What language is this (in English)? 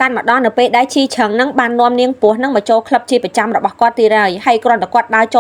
Khmer